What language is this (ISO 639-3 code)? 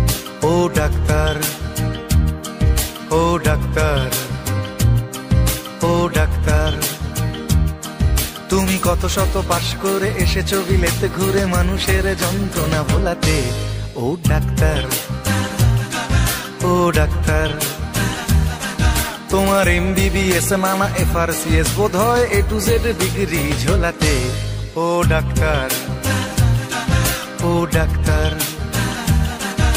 ben